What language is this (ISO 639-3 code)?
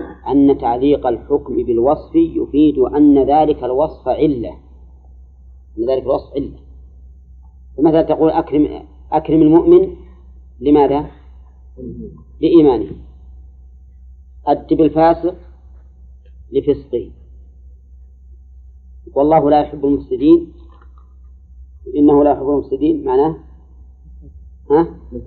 ara